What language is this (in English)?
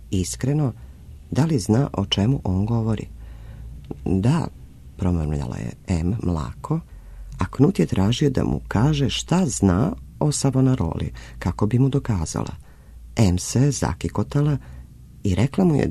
Serbian